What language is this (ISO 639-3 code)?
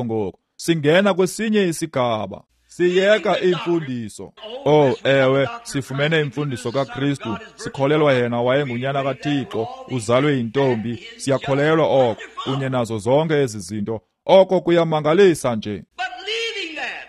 xho